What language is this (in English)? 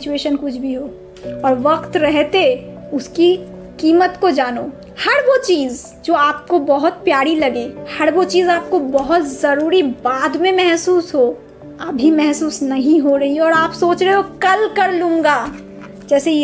Hindi